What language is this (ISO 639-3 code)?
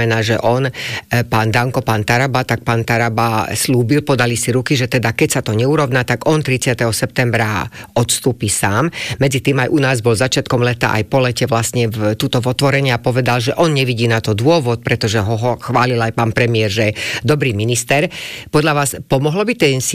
slk